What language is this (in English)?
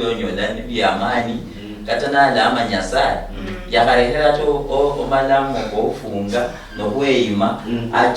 Luyia